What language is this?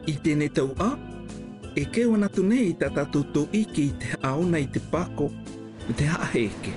South Marquesan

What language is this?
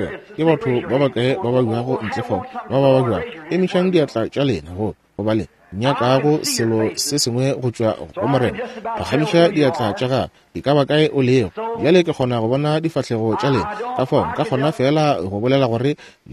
Northern Sotho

